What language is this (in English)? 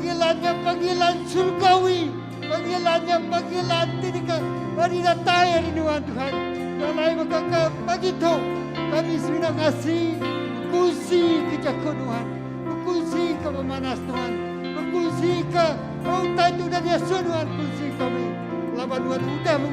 Iban